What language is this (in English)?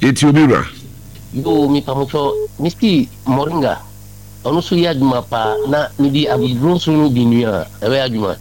Akan